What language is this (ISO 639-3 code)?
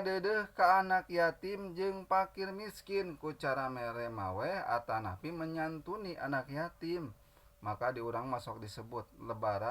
sun